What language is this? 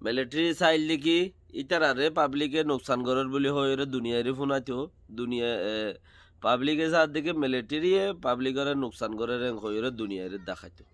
Rohingya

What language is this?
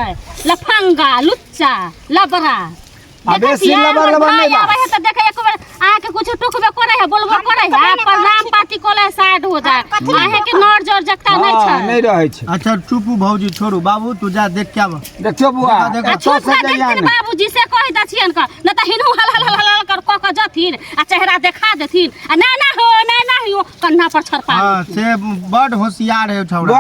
Maithili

